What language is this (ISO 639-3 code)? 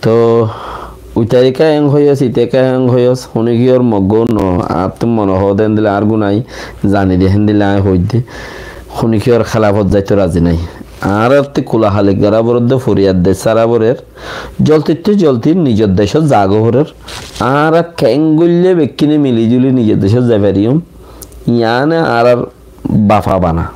rhg